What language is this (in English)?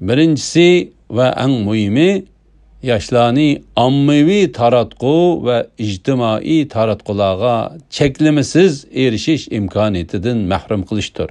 Uyghur